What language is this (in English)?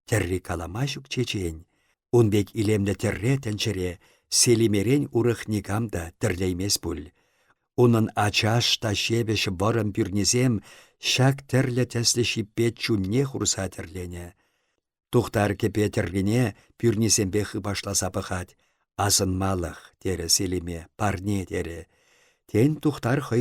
Chuvash